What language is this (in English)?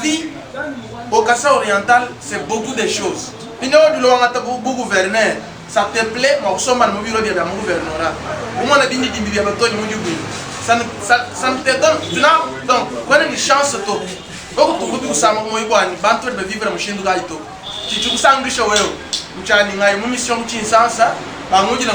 Luba-Lulua